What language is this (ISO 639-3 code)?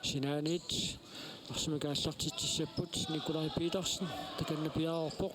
kal